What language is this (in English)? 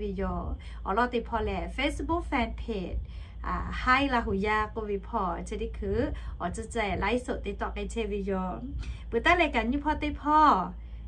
Lahu